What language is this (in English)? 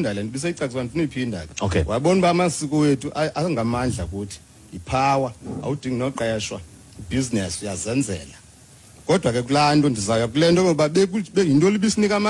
Xhosa